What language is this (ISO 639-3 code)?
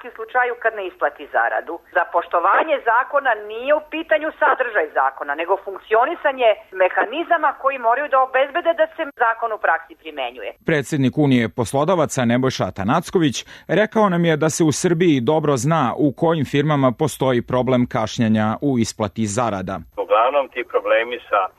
srp